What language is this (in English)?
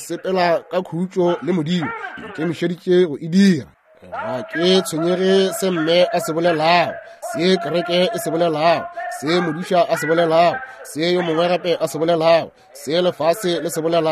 Northern Sotho